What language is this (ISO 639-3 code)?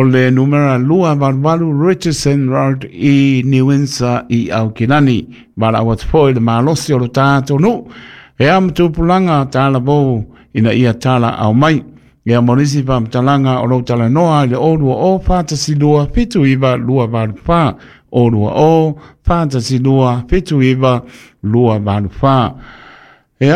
smo